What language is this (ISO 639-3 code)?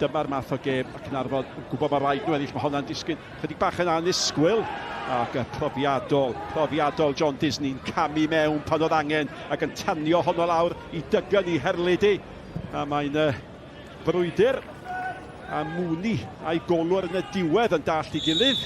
cym